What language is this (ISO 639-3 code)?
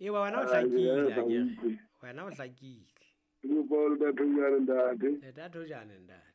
sot